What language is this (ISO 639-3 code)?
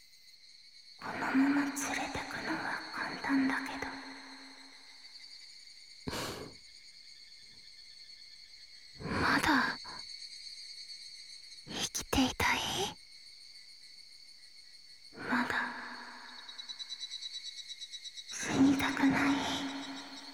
jpn